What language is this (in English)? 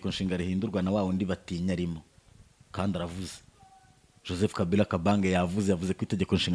Kinyarwanda